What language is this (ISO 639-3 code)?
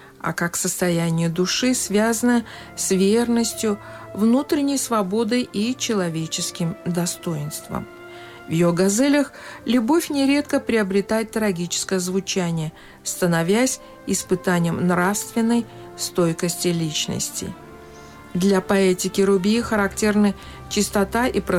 rus